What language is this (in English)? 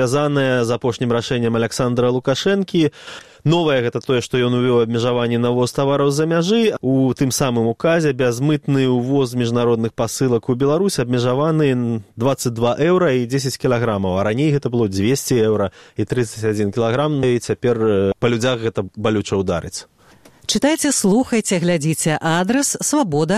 Belarusian